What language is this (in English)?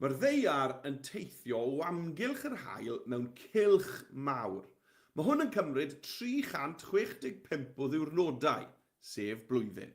Welsh